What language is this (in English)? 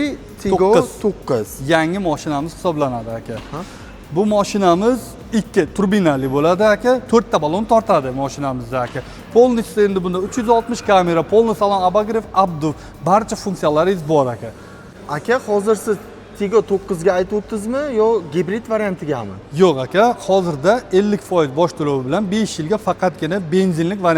Uzbek